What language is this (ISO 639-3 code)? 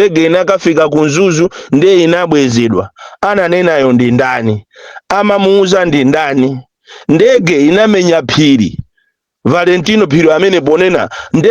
nya